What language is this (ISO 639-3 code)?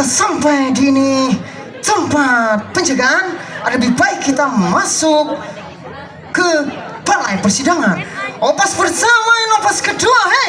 bjn